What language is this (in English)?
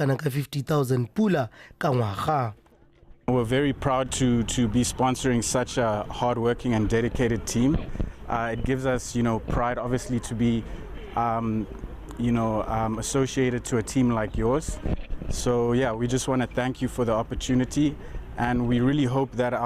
Tswana